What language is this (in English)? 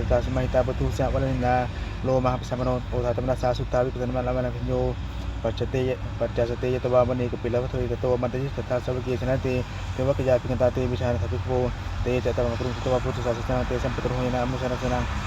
Pali